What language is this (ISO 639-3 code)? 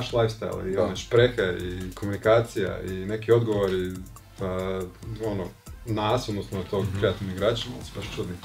hrv